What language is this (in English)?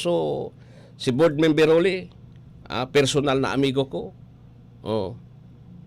Bikol